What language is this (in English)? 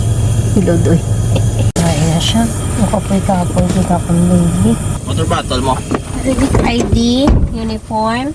Hiligaynon